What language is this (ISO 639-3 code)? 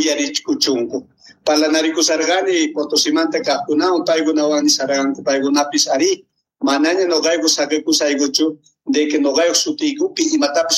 quh